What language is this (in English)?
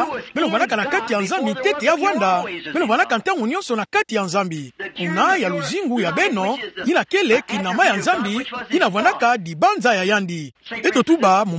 Kituba (Democratic Republic of Congo)